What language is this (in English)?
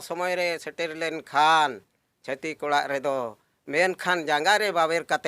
Santali